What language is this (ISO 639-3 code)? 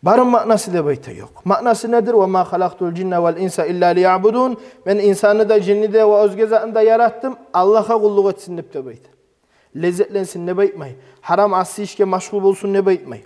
kum